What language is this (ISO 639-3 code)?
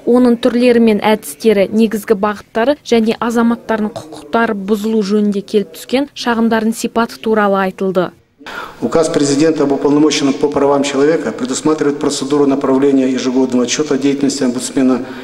kaz